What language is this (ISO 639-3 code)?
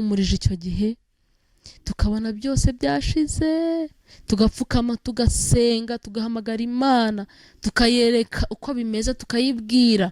kin